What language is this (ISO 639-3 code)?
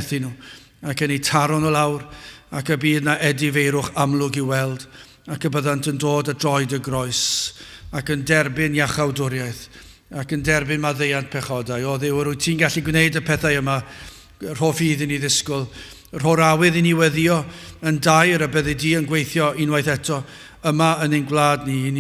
cym